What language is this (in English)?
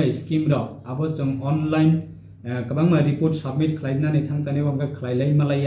Riang (India)